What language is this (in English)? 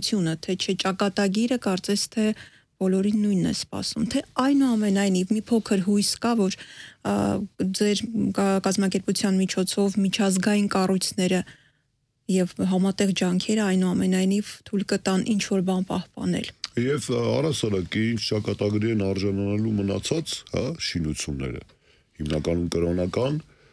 Armenian